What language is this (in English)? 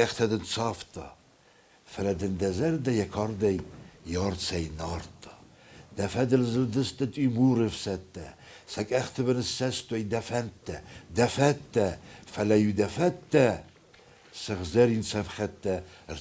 Ossetic